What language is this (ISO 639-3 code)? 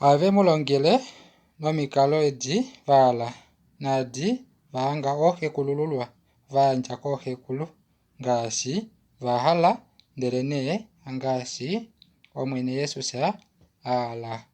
kua